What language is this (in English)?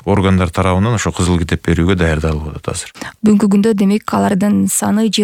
Kyrgyz